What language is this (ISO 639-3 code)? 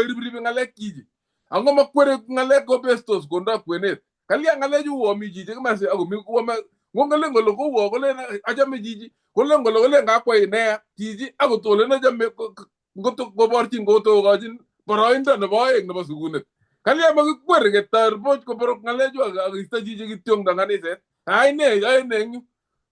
kln